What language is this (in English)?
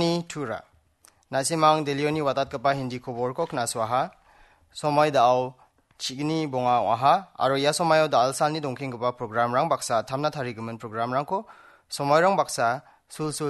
Garo